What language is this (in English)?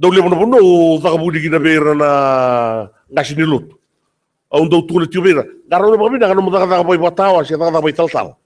Fijian